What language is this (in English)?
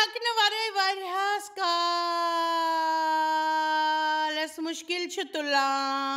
Kashmiri